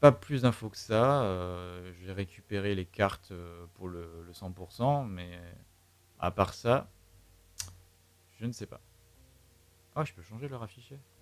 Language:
French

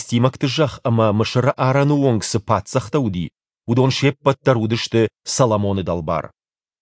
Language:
Ossetic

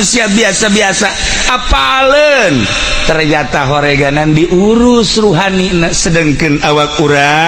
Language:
Sundanese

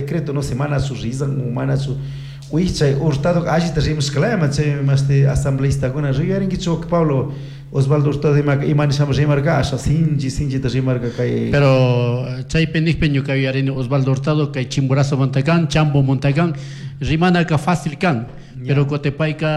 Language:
Chimborazo Highland Quichua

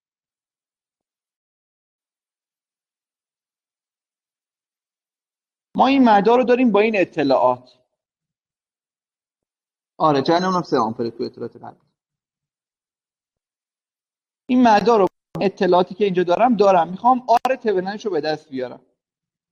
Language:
Persian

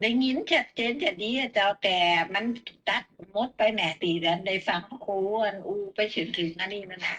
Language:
Northern Thai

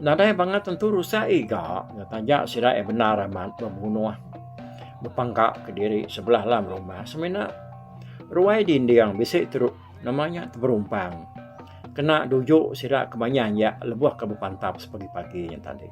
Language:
Iban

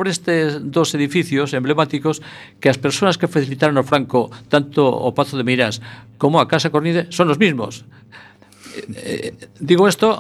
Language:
Galician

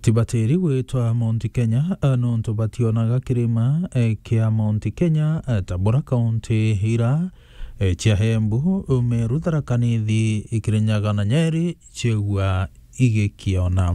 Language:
Meru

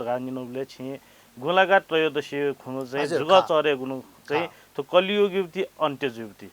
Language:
Newari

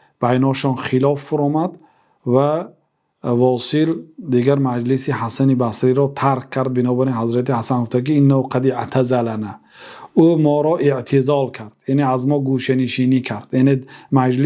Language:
Persian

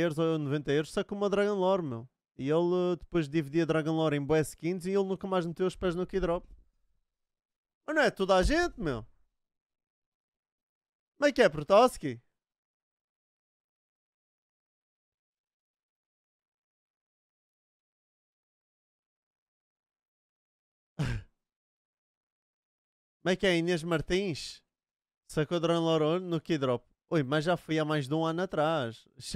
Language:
Portuguese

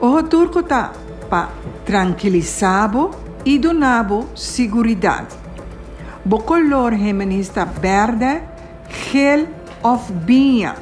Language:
Papiamento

